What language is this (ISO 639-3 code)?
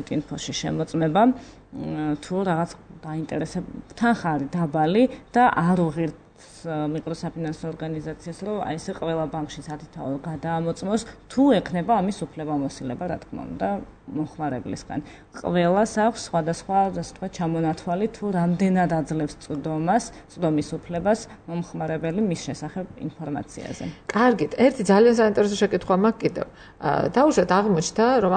kat